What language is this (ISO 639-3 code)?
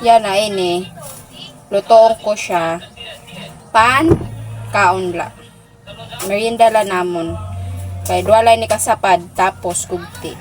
war